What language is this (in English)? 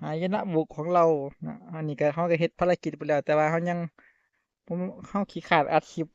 Northeastern Thai